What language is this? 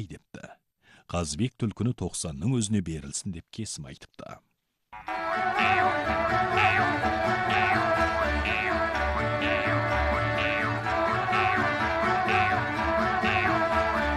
Kazakh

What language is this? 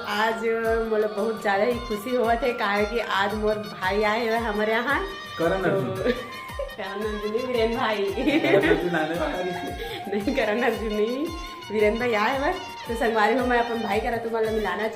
Chhattisgarhi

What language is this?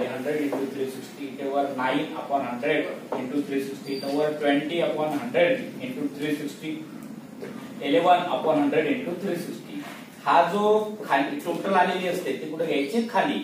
Marathi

